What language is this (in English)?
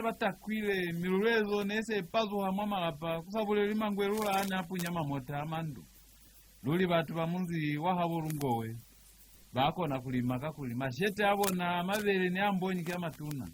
Lozi